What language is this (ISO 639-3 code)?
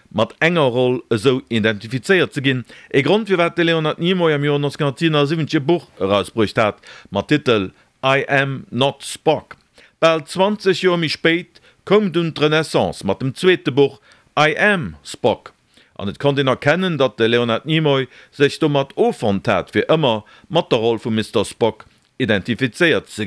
ltz